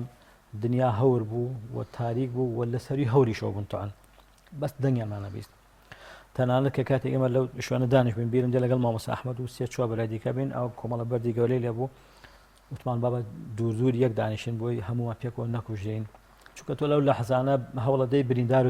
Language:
Central Kurdish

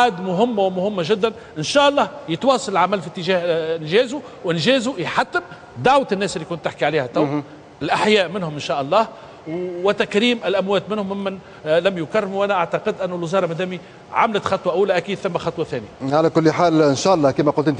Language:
Tunisian Arabic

